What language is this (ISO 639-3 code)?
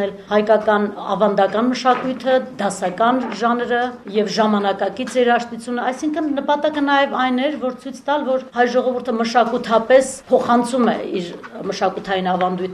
hye